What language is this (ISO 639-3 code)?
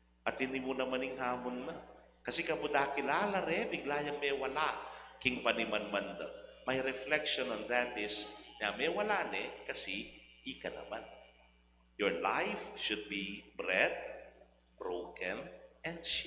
pam